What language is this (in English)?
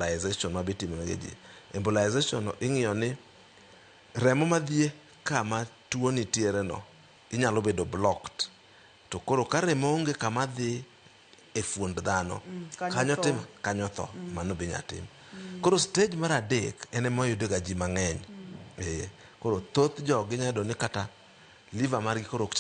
Luo (Kenya and Tanzania)